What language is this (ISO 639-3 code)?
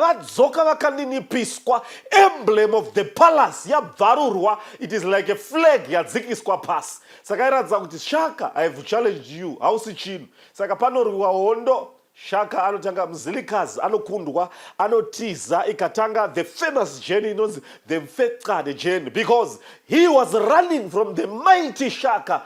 sna